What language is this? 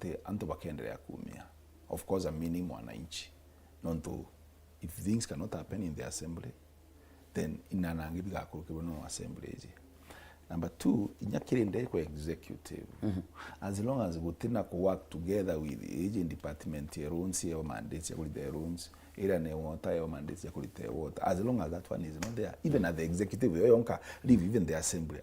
Meru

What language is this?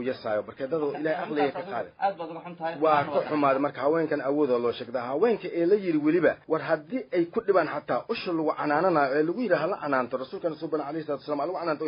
Somali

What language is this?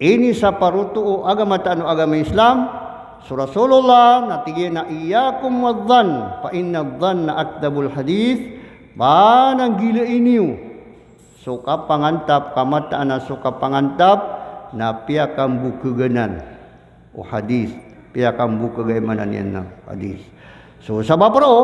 Maranao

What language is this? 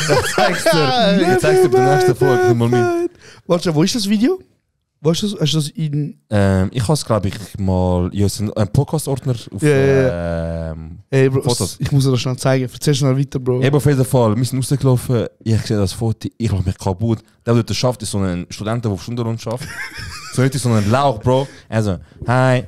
Swiss German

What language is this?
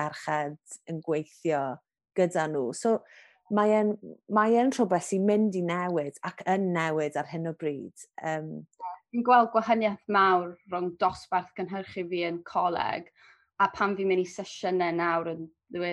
Welsh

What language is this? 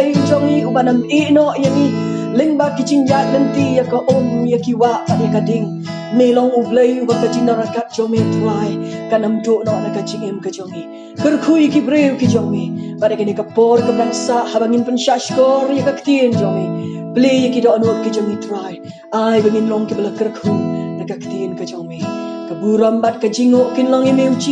Khasi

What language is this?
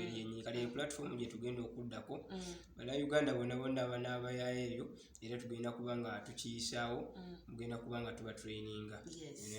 Ganda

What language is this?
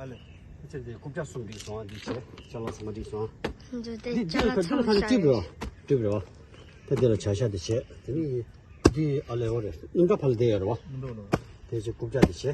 Tibetan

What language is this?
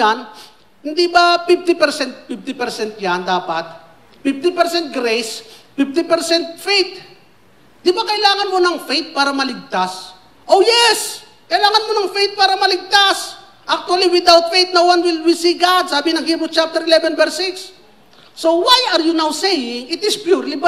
Filipino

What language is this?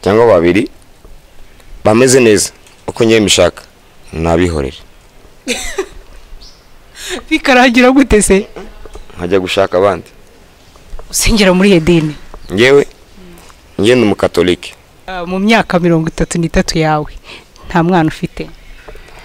Kinyarwanda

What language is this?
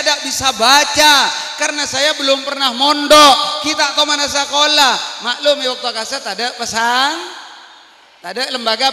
Madurese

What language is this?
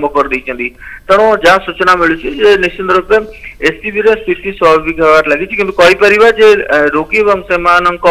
Odia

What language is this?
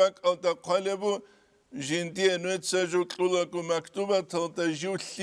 Avaric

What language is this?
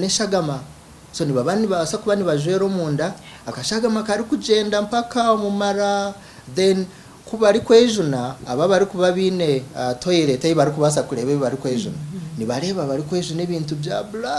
Nyankole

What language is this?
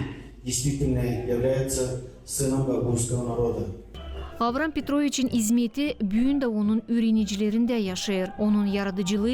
Gagauz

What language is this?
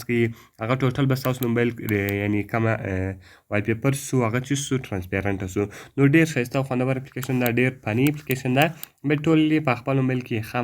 Pashto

